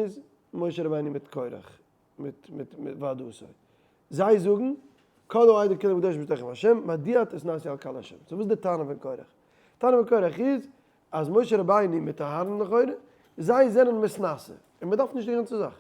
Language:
Yiddish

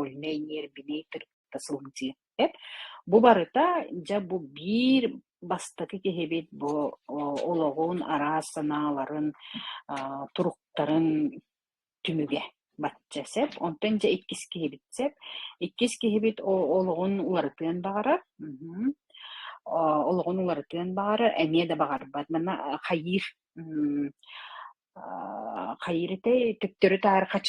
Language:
Yakut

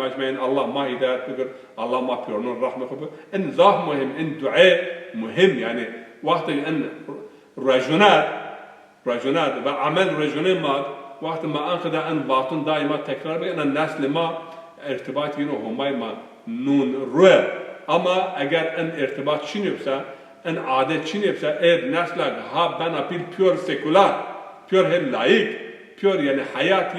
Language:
Zaza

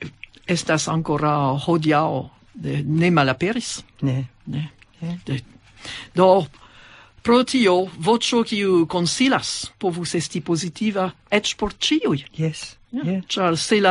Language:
Esperanto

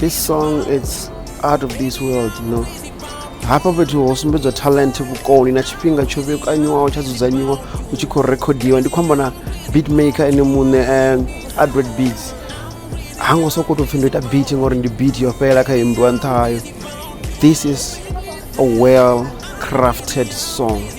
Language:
Venda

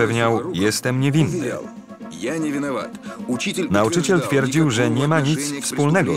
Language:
Polish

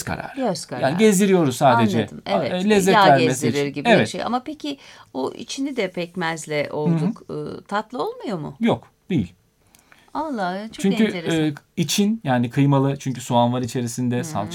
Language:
Turkish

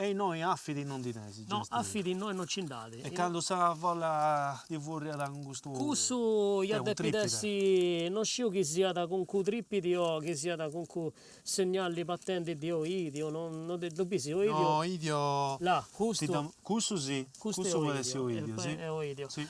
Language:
Sardinian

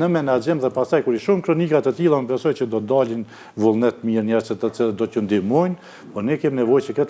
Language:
Albanian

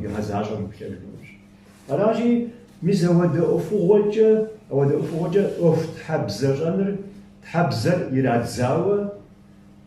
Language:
Kabardian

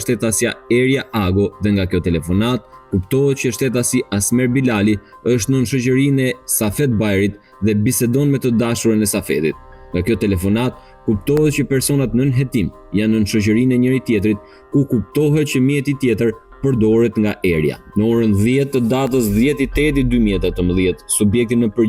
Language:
Albanian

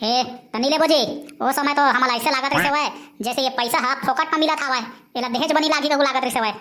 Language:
Chhattisgarhi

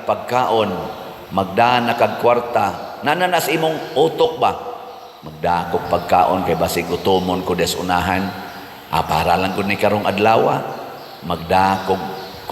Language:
Cebuano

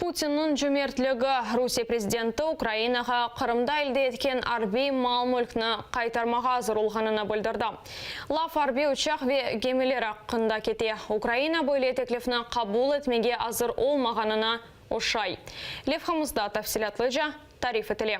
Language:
Crimean Tatar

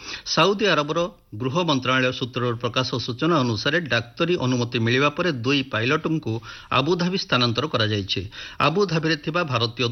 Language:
Odia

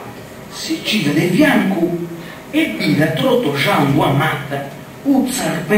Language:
Sardinian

